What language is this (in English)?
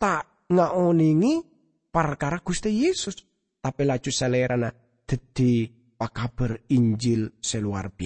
Madurese